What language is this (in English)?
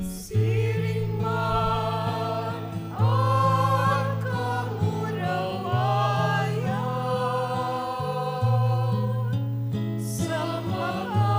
Bikol